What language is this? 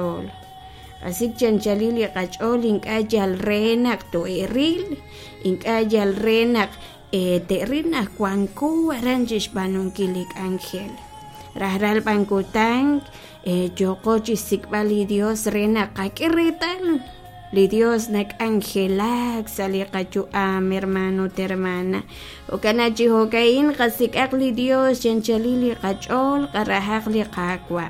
Kekchí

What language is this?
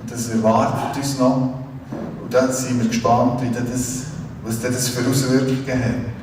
Swiss German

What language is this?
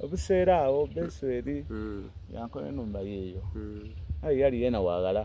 Soga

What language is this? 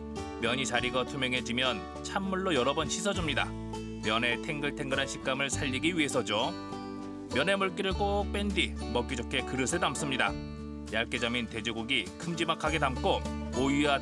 Korean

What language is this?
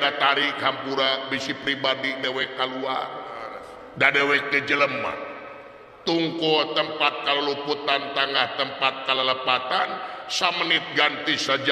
Sundanese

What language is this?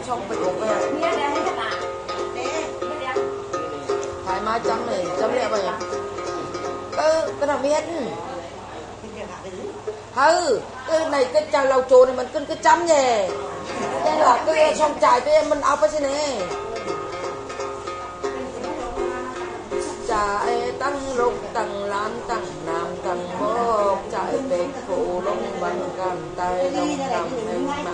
Vietnamese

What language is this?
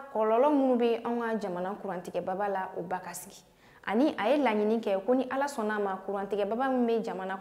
Bambara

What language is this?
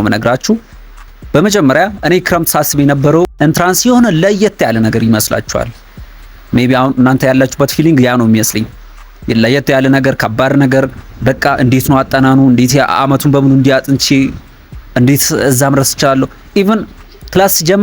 Amharic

